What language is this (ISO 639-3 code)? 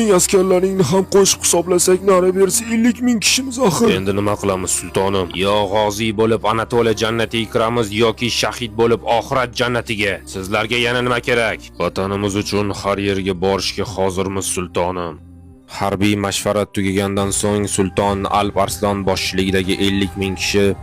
uzb